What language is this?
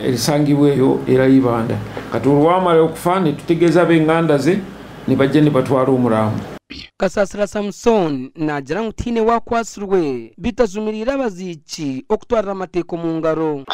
Nyankole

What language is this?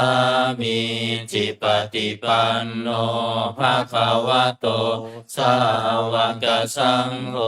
Pali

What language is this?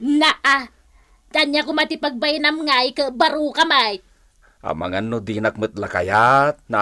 Iloko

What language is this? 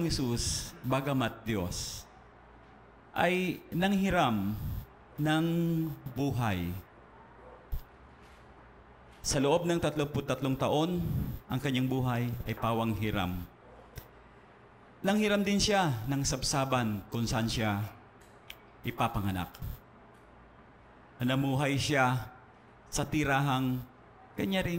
Filipino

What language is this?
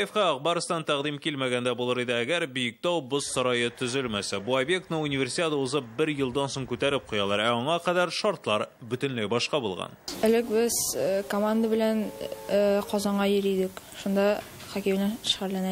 Tatar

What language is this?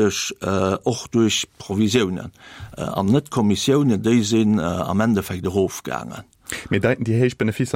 Luxembourgish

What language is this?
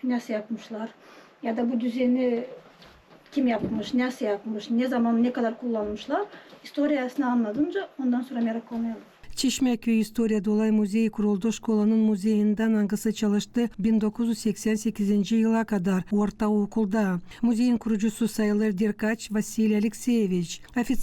Gagauz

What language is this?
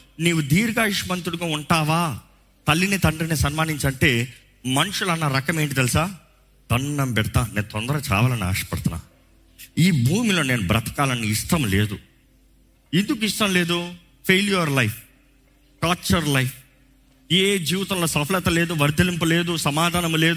Telugu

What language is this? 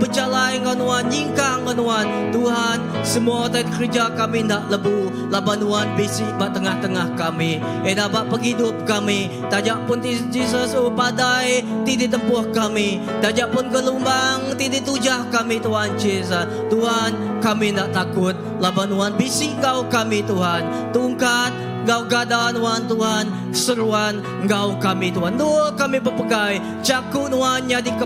Iban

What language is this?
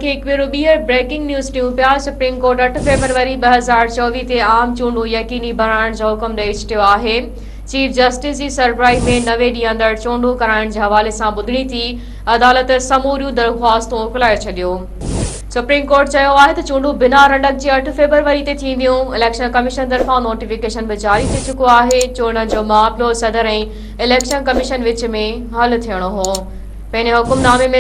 Sindhi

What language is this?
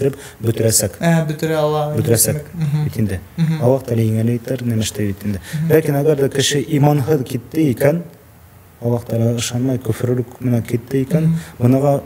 Bashkir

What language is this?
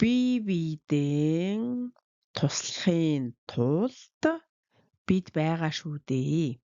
Mongolian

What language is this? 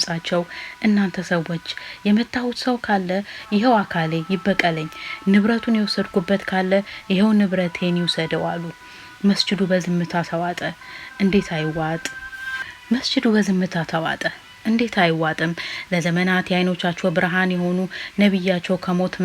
Amharic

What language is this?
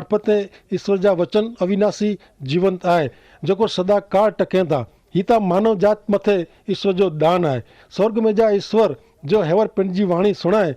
Kachhi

